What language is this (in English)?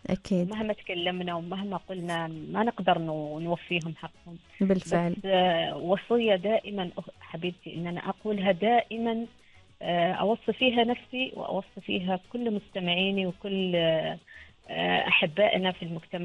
Arabic